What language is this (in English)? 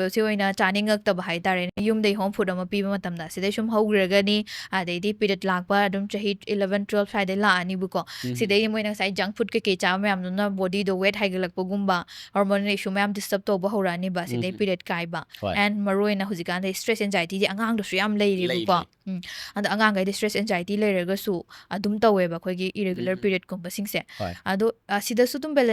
Manipuri